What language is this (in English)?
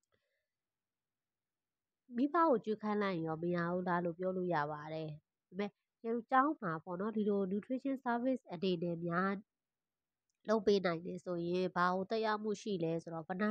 Burmese